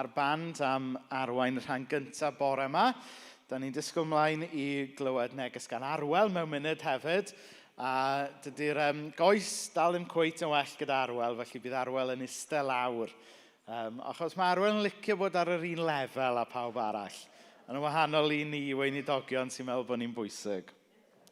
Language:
Welsh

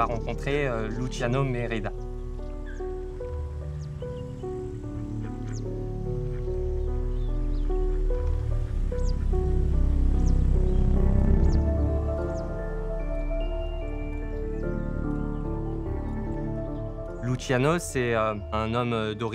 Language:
French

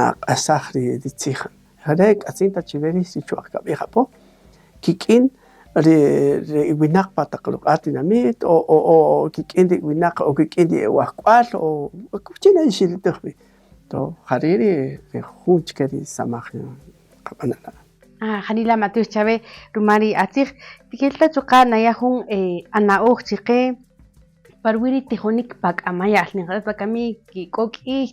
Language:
Kaqchikel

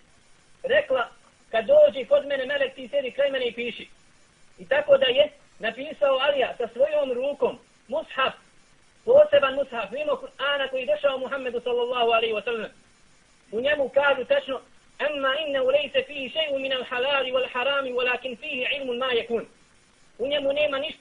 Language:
Bosnian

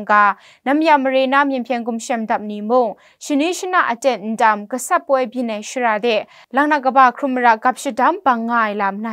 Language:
Kachin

